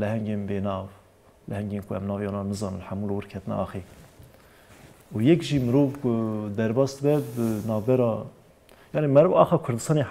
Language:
Kurdish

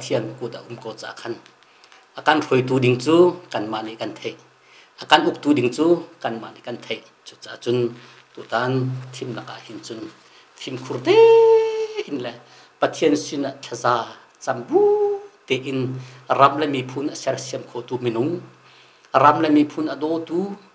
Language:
Hakha Chin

